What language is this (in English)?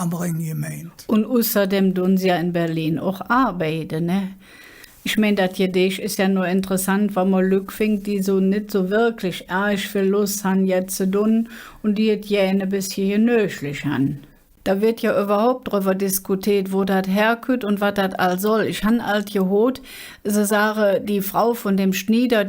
Colognian